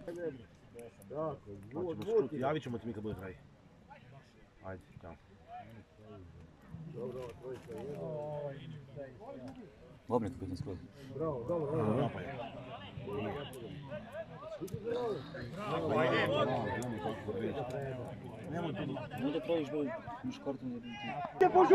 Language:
Croatian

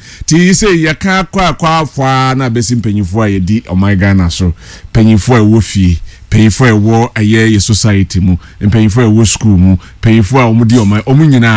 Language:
Akan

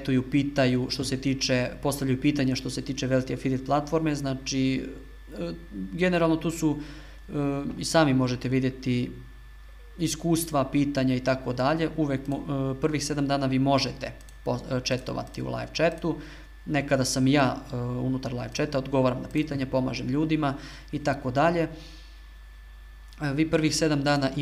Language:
Serbian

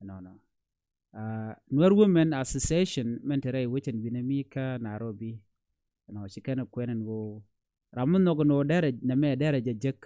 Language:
Nuer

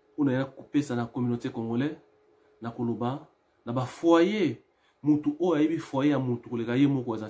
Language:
Lingala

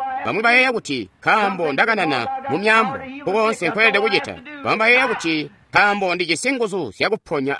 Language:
Tonga (Zambia)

